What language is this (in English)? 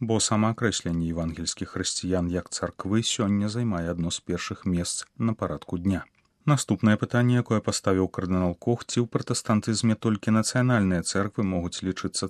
Belarusian